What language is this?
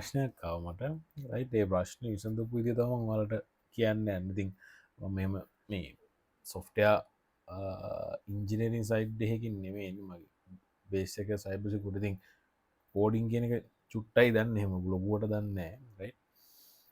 Sinhala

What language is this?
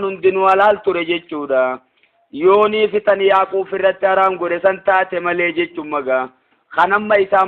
Oromo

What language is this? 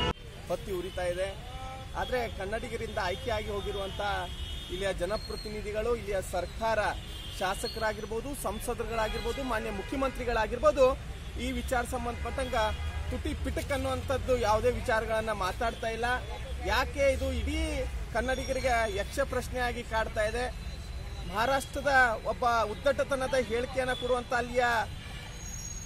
Kannada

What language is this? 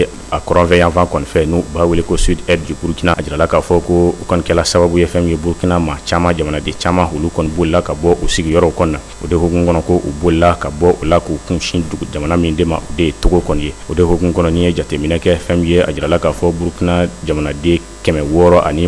Bambara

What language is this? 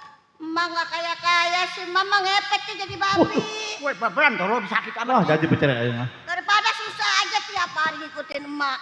Betawi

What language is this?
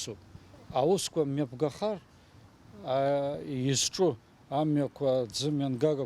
Abkhazian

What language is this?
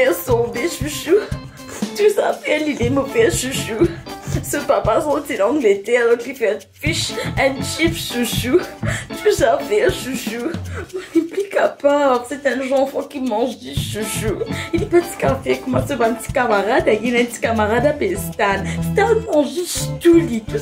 Morisyen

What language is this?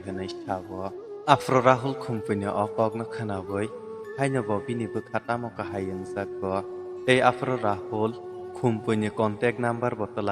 Kok Borok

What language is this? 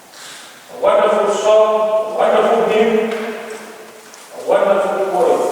Samoan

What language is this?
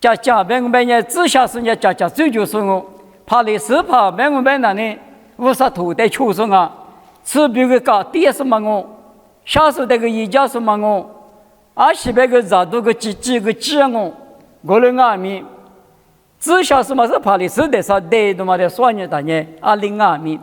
Lisu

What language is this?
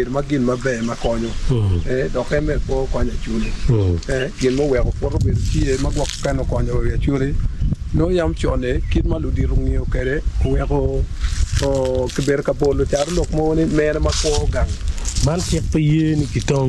Acoli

